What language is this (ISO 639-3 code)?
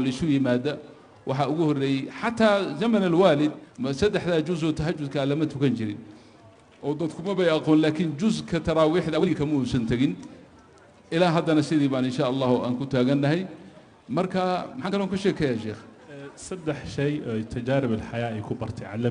som